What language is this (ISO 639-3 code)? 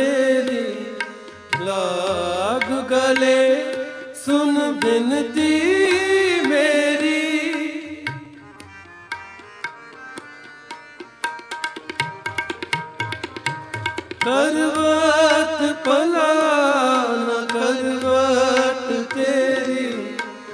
hin